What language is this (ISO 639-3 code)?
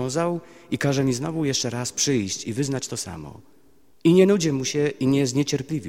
pol